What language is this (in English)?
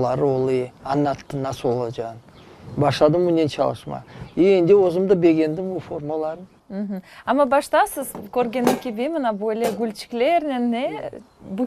Crimean Tatar